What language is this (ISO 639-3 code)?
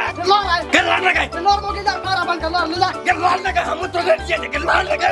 mai